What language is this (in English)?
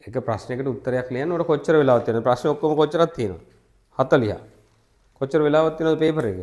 Sinhala